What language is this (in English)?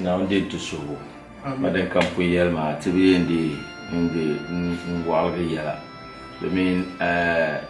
Dagbani